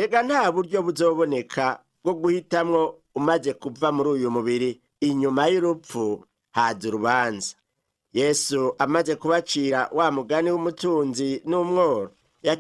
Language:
Rundi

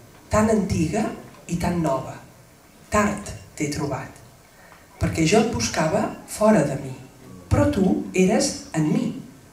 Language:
Catalan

